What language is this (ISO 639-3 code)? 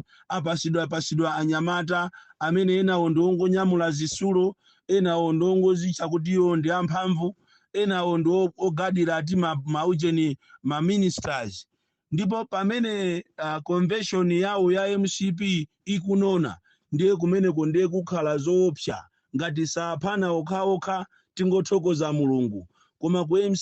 nya